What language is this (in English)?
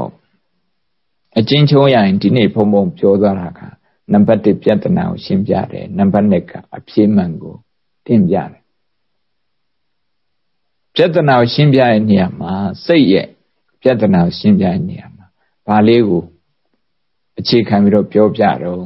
Burmese